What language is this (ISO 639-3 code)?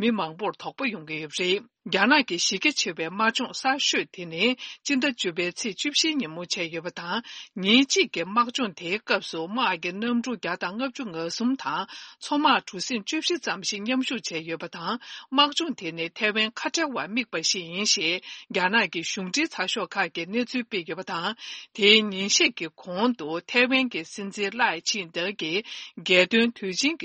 bod